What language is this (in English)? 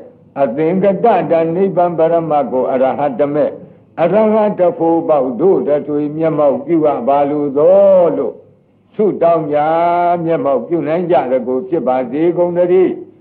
Burmese